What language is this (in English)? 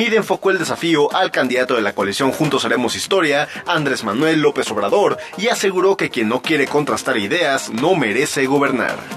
Spanish